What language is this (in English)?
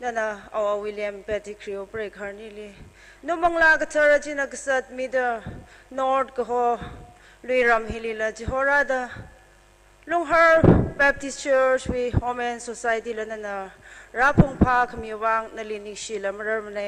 Tangkhul Naga (India)